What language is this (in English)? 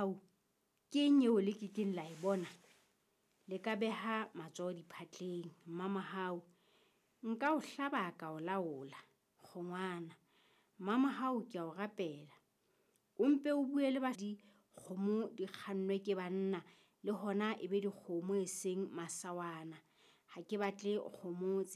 Southern Sotho